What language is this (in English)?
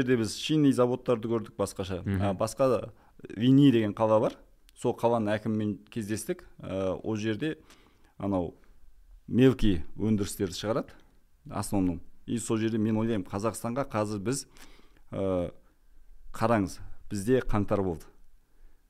Kazakh